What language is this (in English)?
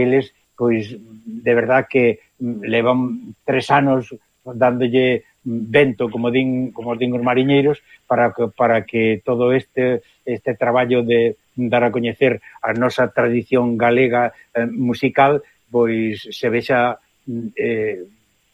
Galician